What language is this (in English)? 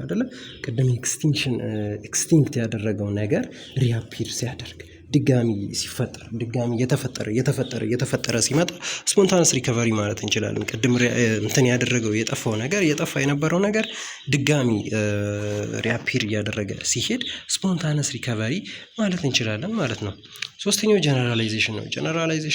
Amharic